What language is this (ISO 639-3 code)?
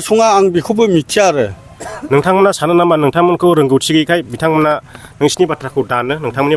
brx